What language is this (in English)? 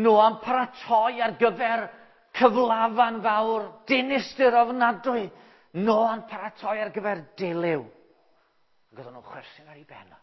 Welsh